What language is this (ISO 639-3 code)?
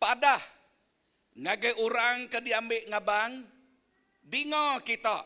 iba